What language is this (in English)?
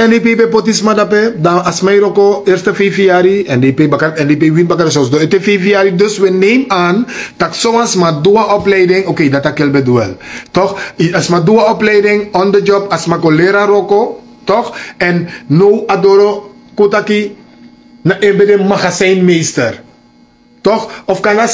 Sranan Tongo